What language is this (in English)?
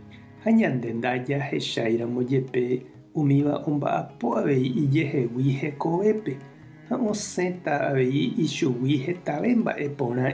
Guarani